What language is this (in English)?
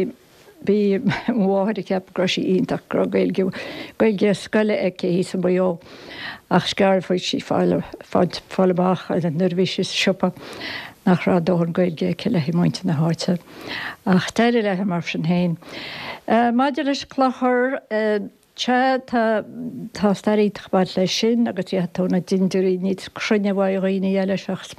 Irish